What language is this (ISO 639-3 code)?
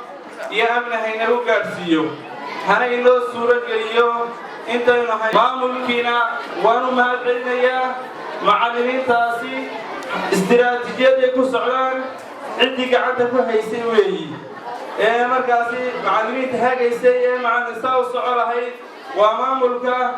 som